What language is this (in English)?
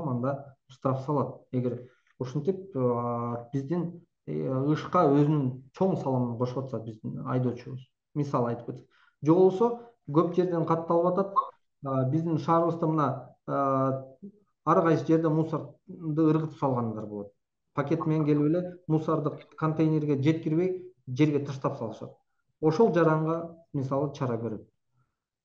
Kyrgyz